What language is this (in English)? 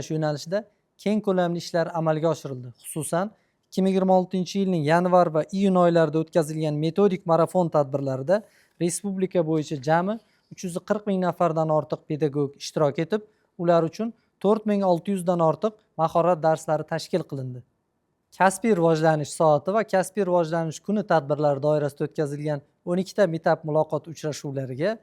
Uzbek